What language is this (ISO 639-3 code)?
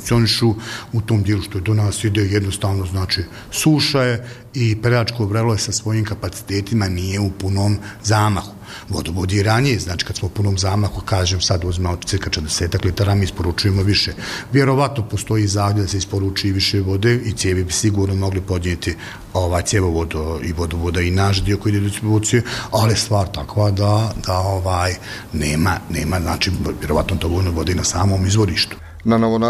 bos